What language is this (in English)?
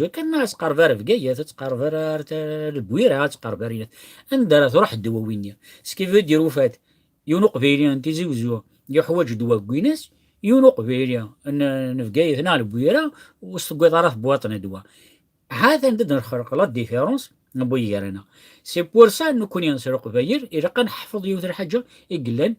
Kabyle